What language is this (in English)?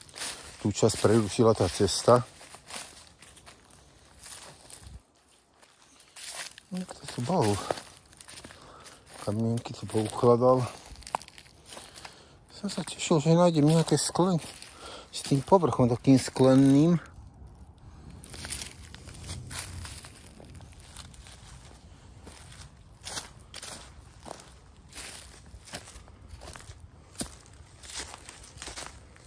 Slovak